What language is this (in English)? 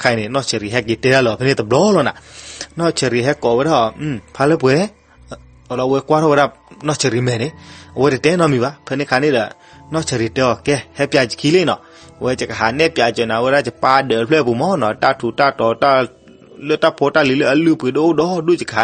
S'gaw Karen